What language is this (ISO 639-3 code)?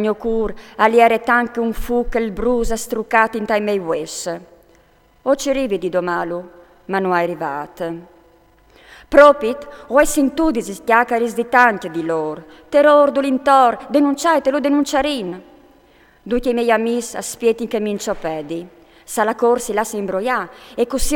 fur